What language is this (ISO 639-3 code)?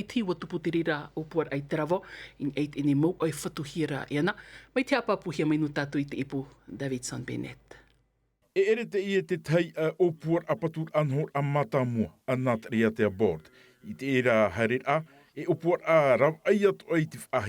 tah